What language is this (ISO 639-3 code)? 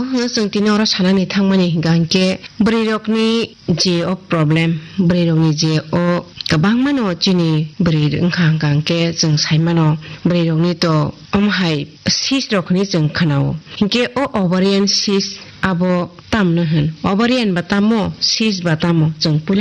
trp